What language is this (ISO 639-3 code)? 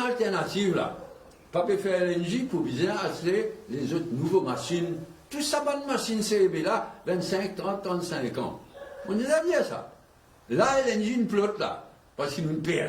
mfe